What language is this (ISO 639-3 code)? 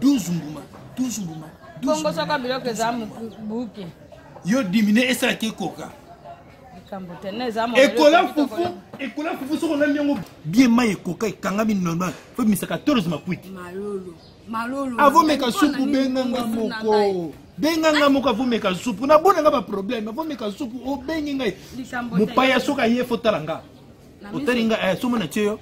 lin